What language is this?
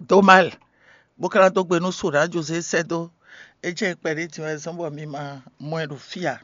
Fon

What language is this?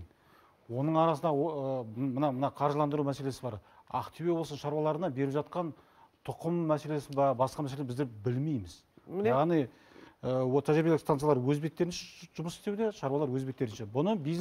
Kazakh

